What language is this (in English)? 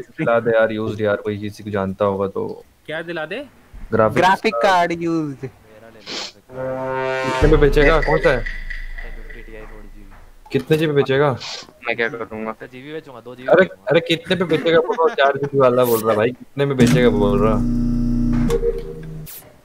Hindi